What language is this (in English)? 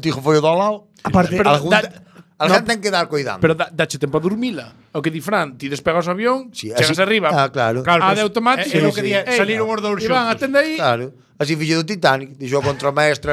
Galician